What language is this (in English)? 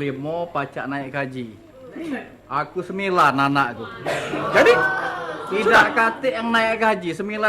Musi